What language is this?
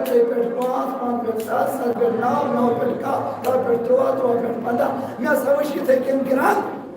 Kashmiri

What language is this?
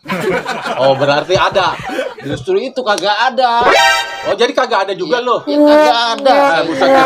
Betawi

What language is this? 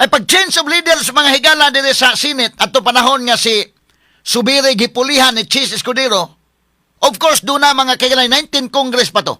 Cebuano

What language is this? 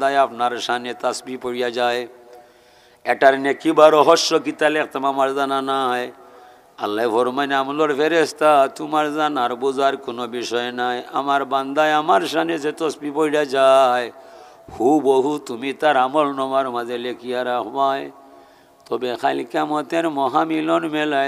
Sylheti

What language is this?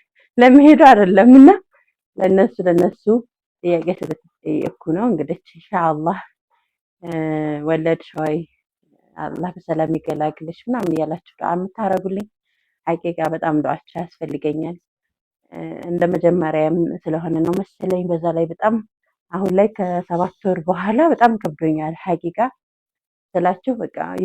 Amharic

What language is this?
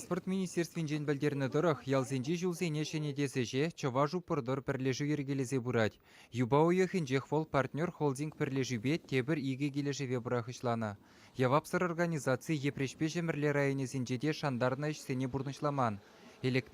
Chuvash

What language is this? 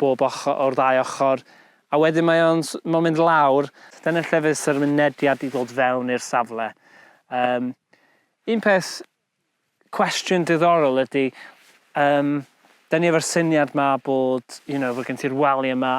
Welsh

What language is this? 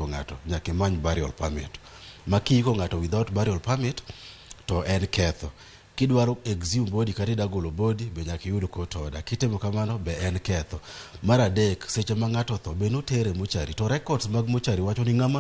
Luo (Kenya and Tanzania)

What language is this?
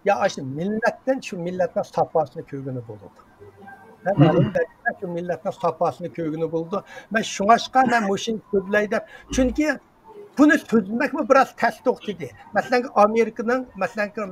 Uyghur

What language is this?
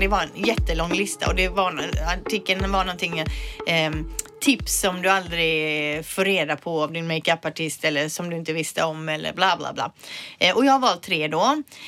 Swedish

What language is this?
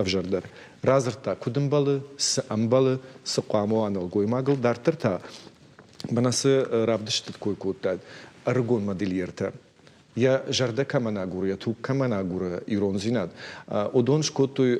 Ossetic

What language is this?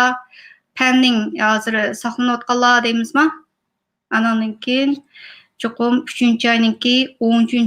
Uyghur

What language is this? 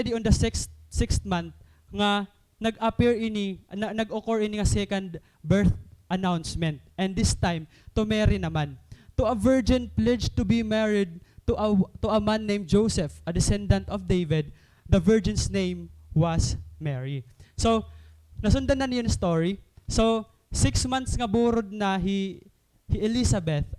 Waray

